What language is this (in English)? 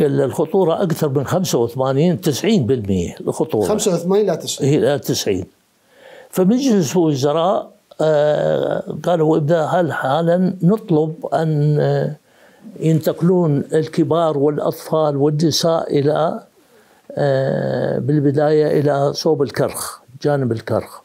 Mesopotamian Arabic